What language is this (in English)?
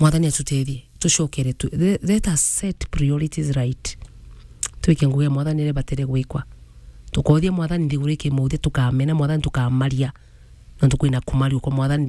Meru